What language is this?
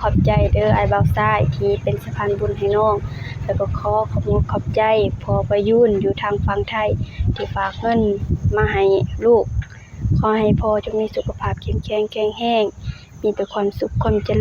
Lao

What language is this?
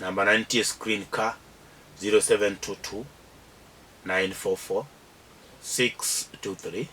Luo (Kenya and Tanzania)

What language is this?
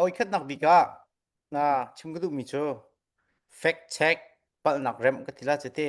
Hakha Chin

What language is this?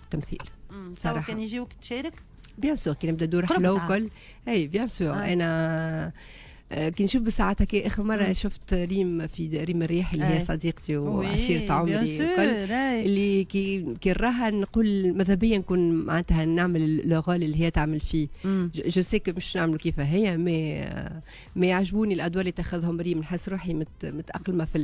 Tunisian Arabic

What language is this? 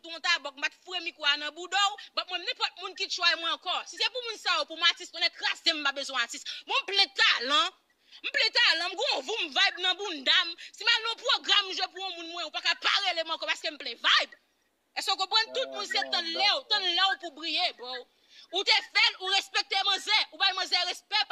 Haitian Creole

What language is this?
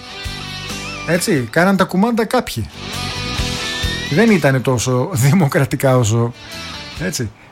Greek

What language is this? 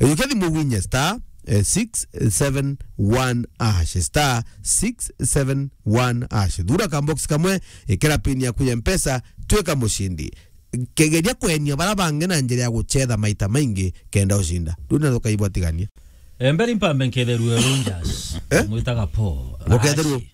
Meru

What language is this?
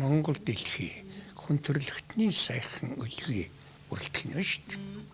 Mongolian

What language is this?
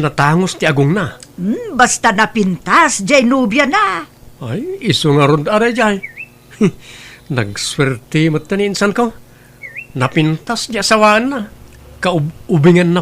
Iloko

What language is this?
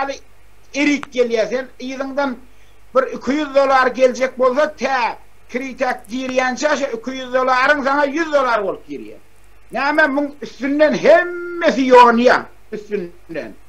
Turkmen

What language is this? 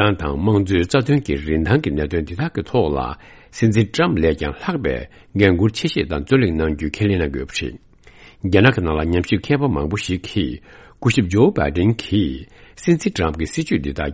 Tibetan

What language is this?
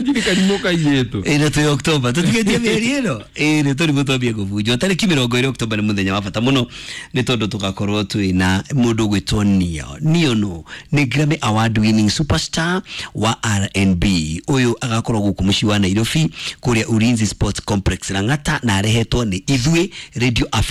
Kikuyu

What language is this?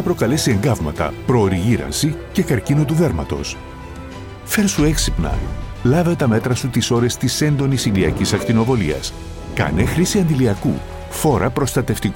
Greek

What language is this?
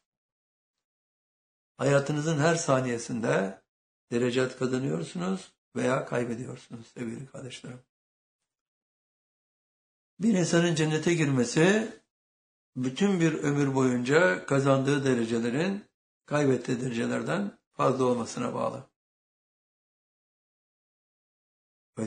Turkish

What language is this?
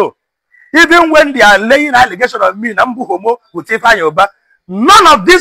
Igbo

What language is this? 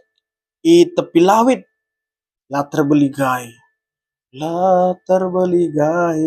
Batak Karo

